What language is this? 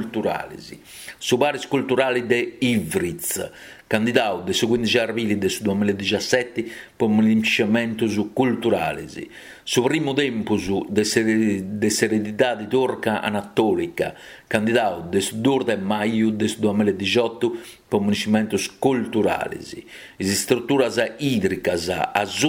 Sardinian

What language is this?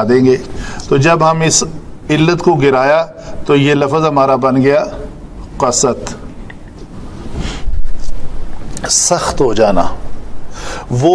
Urdu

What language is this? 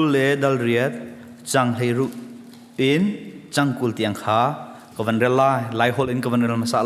Hakha Chin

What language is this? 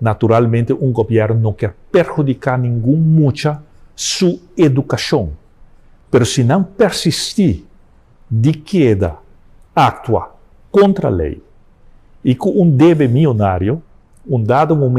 Papiamento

